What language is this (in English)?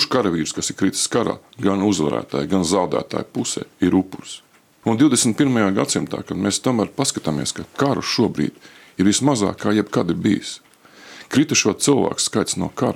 Latvian